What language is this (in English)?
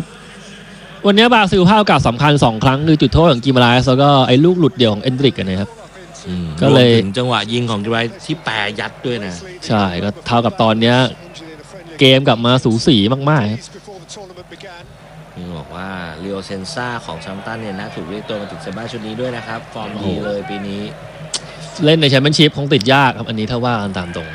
Thai